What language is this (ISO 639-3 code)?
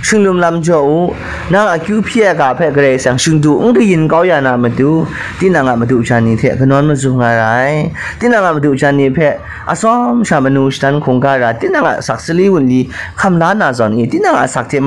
kac